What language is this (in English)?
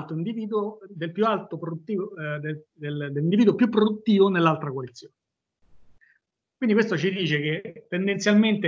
Italian